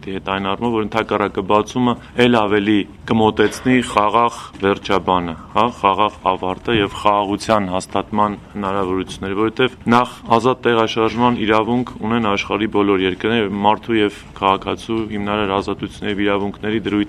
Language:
Armenian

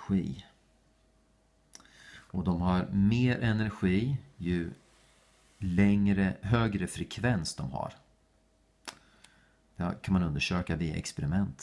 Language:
Swedish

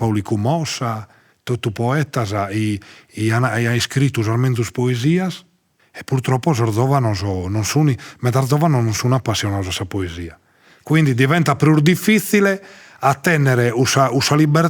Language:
Sardinian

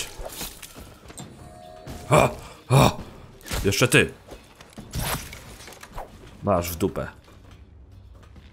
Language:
Polish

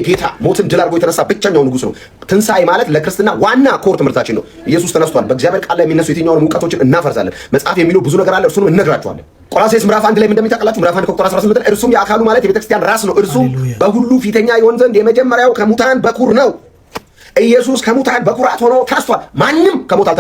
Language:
Amharic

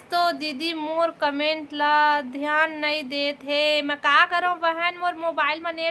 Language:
Chhattisgarhi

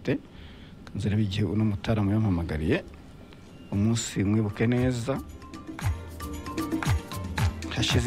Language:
Kinyarwanda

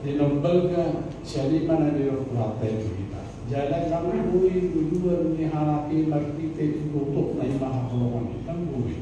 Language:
Batak Toba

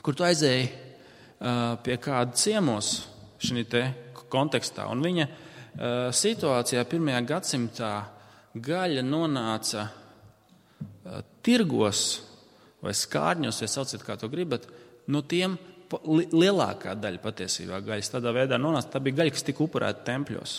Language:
Latvian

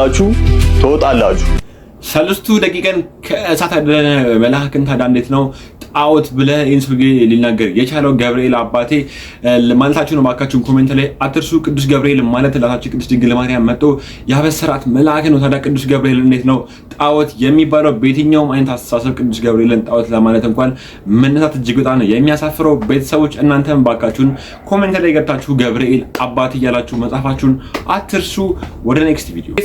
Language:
Amharic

